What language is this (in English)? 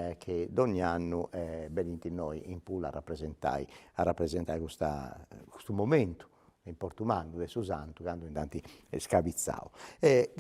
Sardinian